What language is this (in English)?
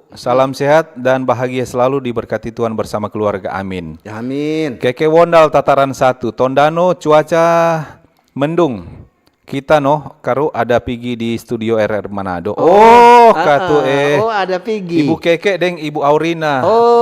Manado Malay